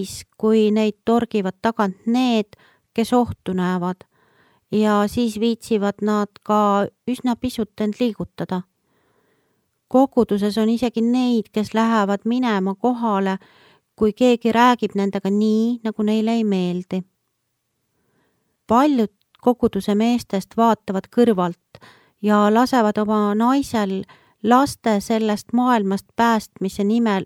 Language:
Estonian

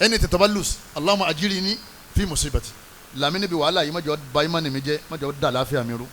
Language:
Yoruba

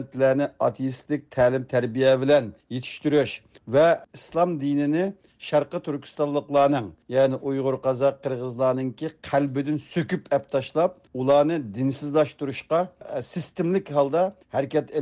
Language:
Uyghur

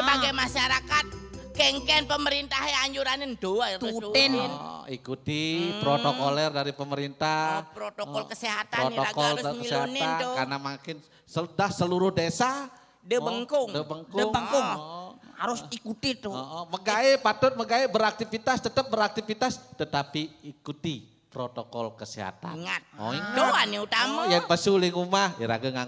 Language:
Balinese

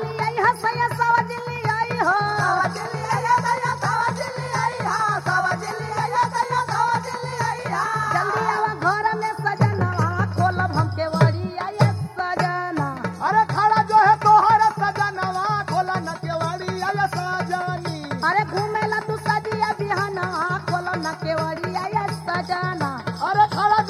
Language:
Bhojpuri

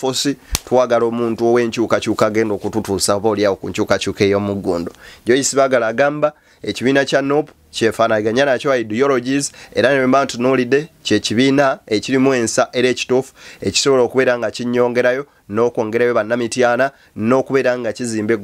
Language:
Ganda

